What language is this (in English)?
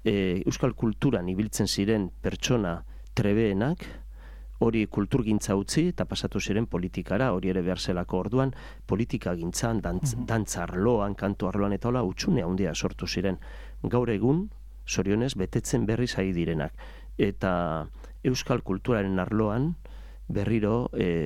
Basque